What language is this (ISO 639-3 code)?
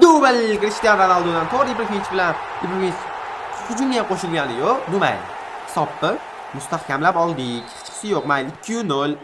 uzb